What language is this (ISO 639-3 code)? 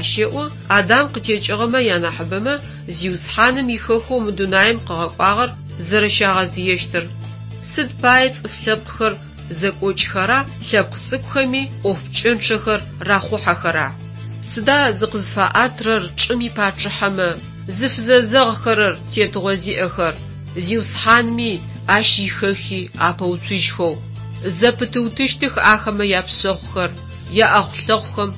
ady